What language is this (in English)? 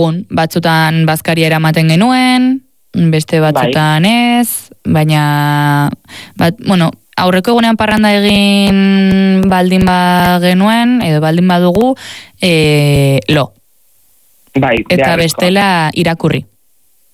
Basque